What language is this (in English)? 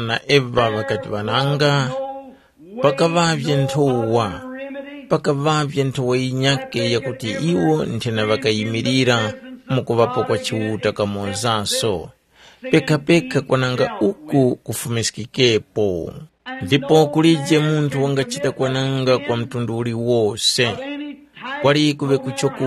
Tumbuka